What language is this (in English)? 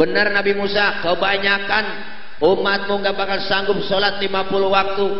Betawi